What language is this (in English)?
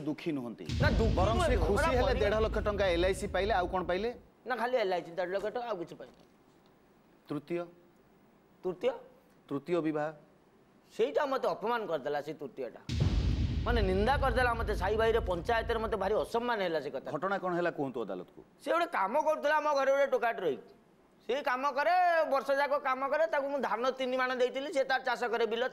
Odia